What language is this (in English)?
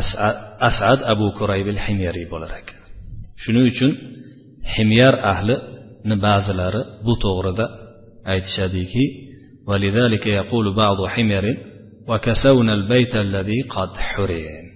Uzbek